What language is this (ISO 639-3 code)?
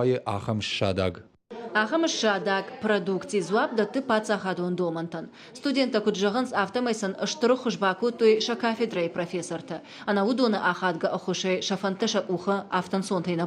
oss